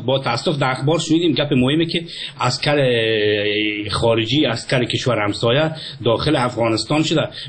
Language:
Persian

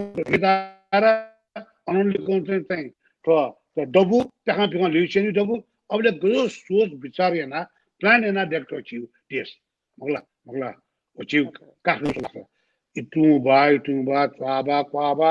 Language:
Newari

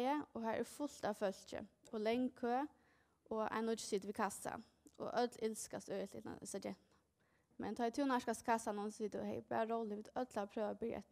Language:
Faroese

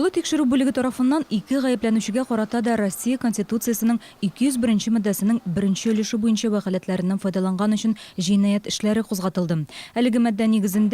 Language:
Tatar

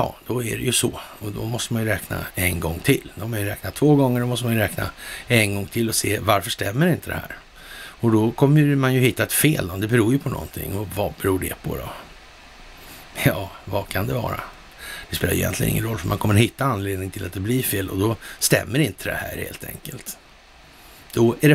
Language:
Swedish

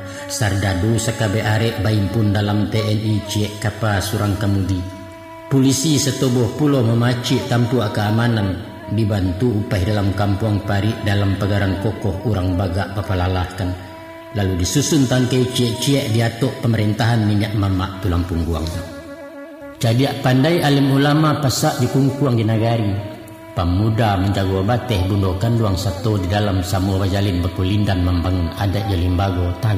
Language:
Minangkabau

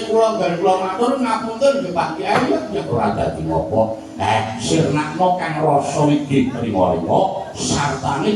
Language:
Javanese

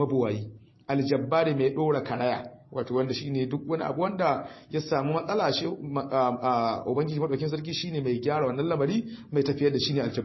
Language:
Hausa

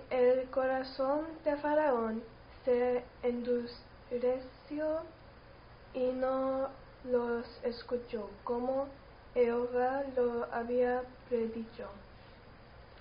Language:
Spanish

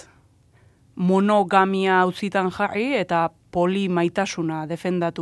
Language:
Basque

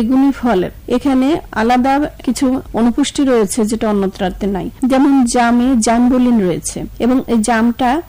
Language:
Bangla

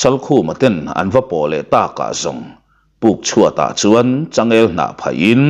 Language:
Mizo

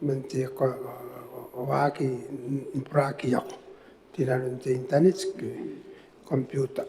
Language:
Gilbertese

